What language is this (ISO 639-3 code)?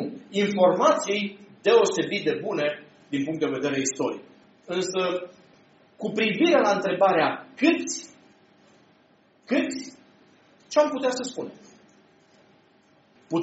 ron